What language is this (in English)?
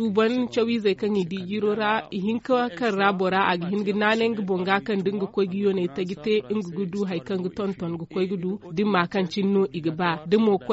Zarma